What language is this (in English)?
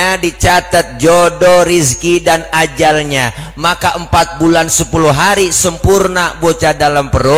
Betawi